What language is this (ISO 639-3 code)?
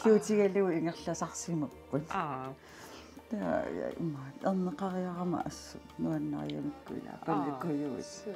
kal